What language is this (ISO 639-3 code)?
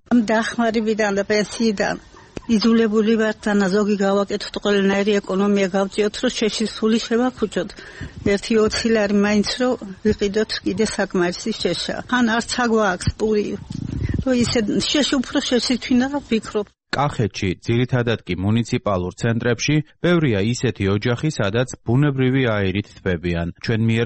kat